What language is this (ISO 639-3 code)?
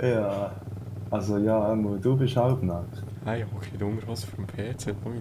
gsw